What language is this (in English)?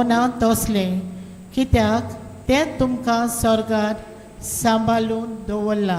Konkani